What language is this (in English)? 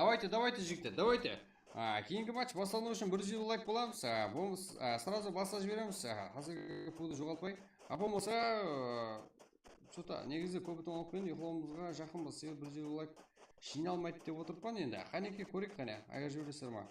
Kara-Kalpak